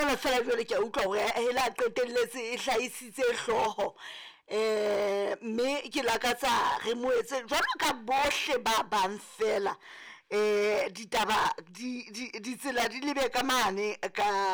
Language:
Southern Sotho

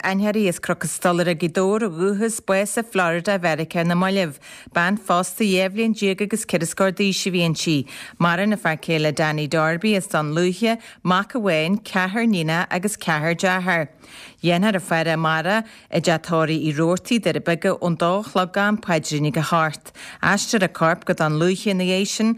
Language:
Irish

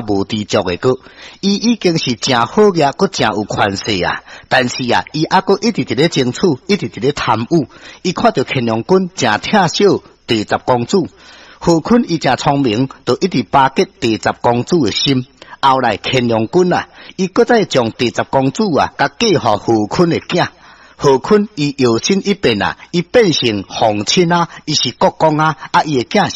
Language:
Min Nan Chinese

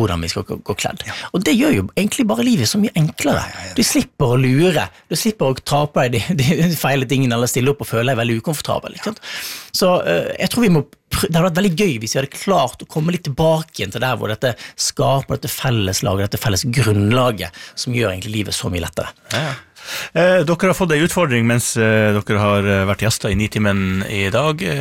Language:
Norwegian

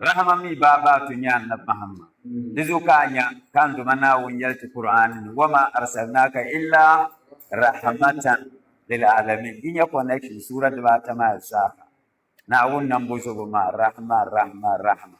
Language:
Dagbani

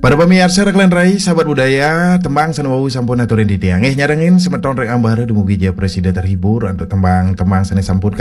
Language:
Balinese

